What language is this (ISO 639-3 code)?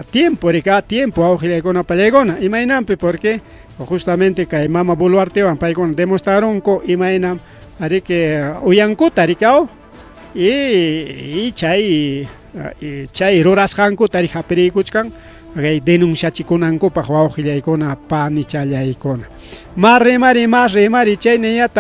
quy